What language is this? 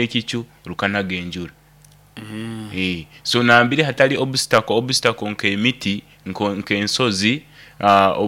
Nyoro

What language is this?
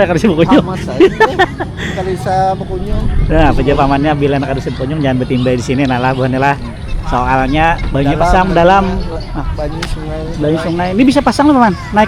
Banjar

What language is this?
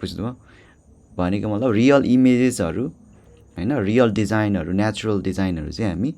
Nepali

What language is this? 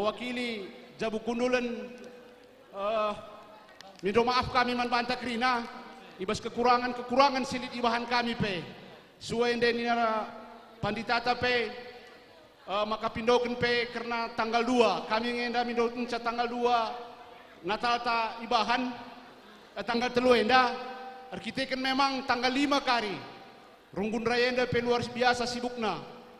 Batak Karo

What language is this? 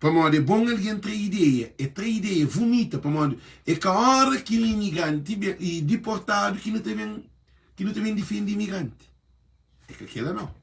Kabuverdianu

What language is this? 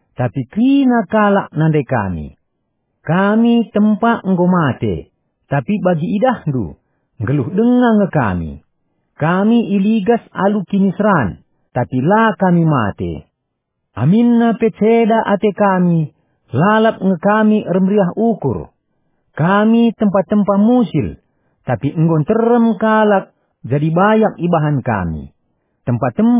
Batak Karo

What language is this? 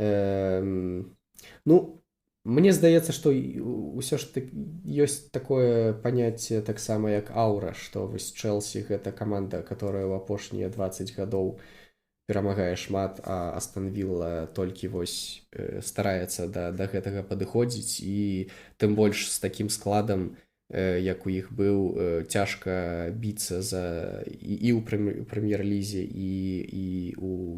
Belarusian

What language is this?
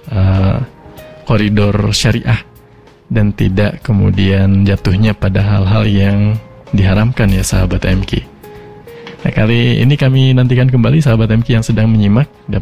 Indonesian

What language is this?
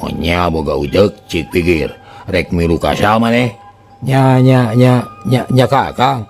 Sundanese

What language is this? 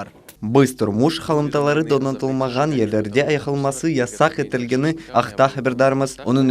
Crimean Tatar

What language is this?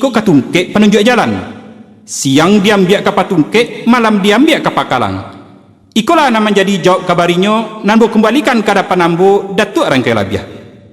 Minangkabau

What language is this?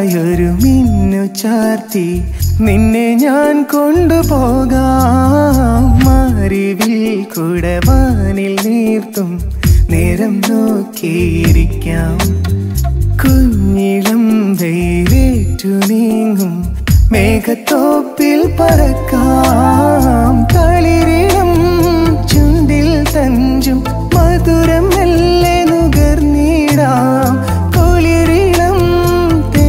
Malayalam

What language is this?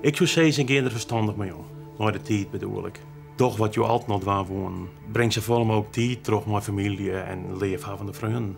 Western Frisian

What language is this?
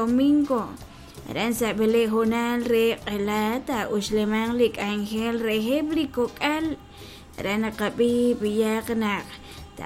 Kekchí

